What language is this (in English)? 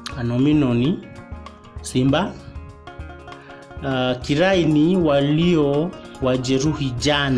Swahili